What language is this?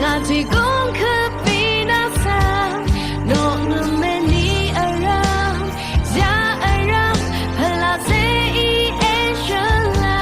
Rawang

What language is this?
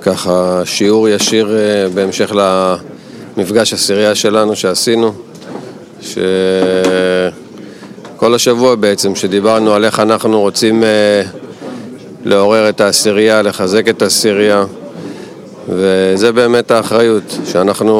Hebrew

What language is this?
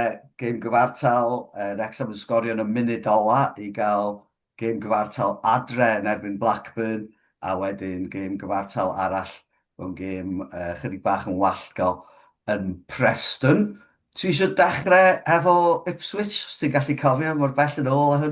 Welsh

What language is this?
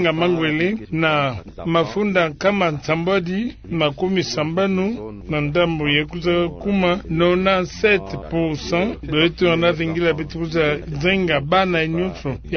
Kituba (Democratic Republic of Congo)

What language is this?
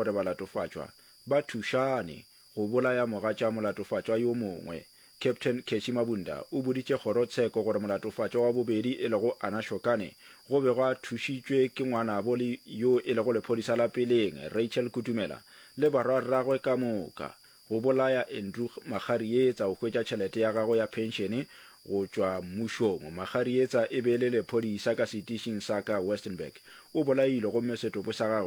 Northern Sotho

